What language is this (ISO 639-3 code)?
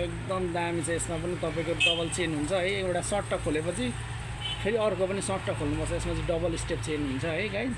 nep